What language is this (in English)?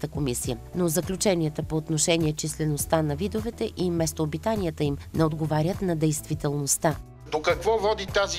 Bulgarian